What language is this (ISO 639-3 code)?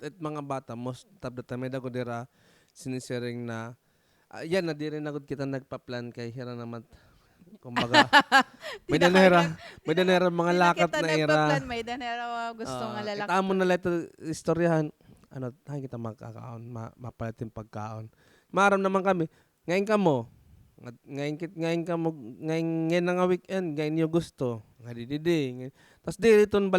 war